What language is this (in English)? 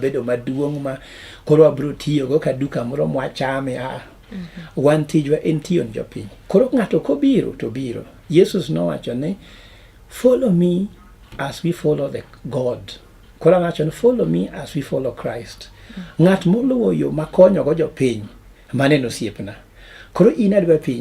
Luo (Kenya and Tanzania)